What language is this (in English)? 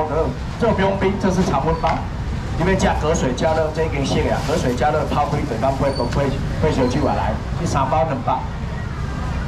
Chinese